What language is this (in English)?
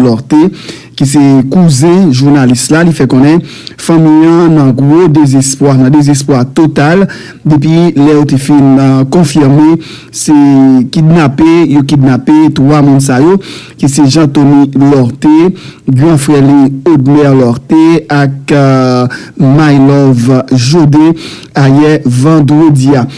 Haitian Creole